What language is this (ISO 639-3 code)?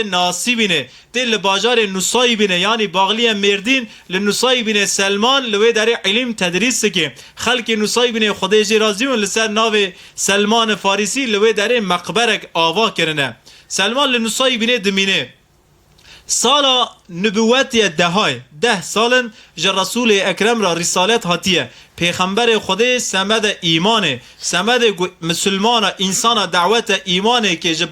kur